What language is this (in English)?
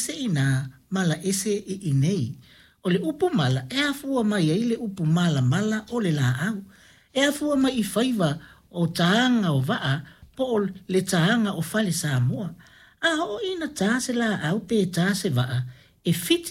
Samoan